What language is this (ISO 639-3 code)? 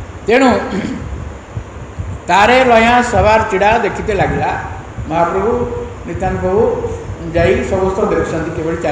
ori